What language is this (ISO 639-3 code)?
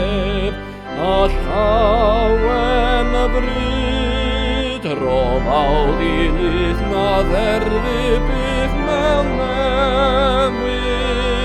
cym